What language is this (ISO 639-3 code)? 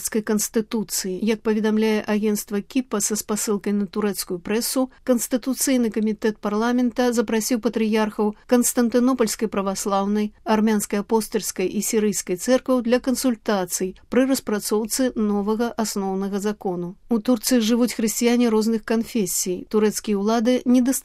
bel